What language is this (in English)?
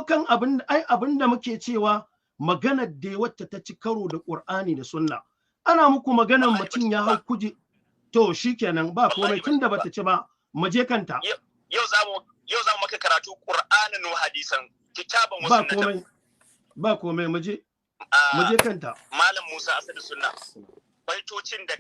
Hausa